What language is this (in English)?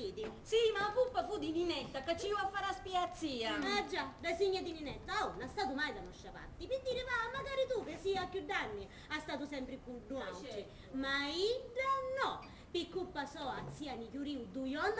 Sicilian